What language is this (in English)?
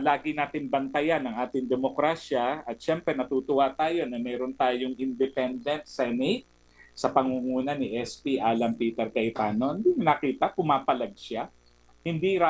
Filipino